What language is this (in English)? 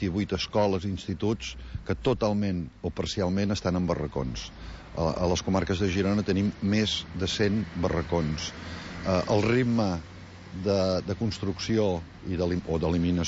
Catalan